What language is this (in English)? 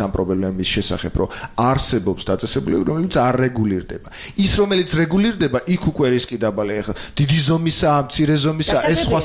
Georgian